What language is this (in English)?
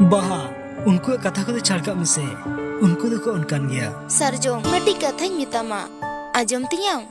Santali